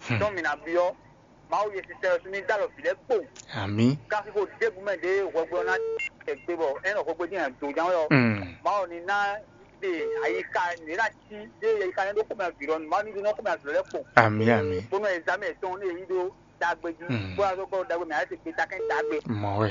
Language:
Fon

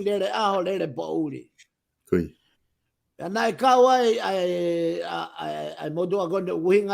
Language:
Tongan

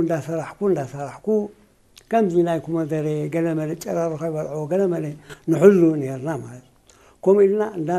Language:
Tigrinya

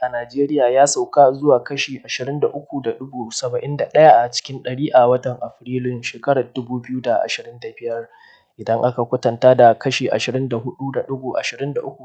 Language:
Hausa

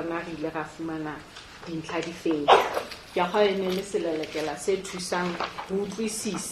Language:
Southern Sotho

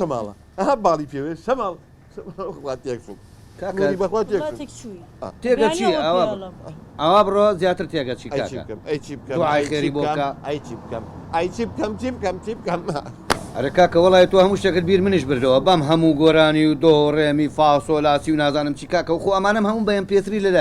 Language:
Central Kurdish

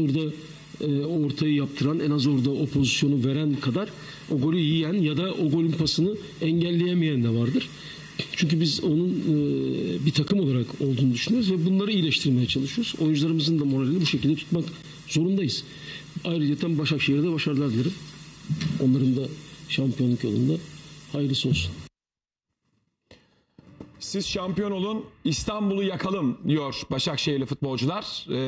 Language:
Turkish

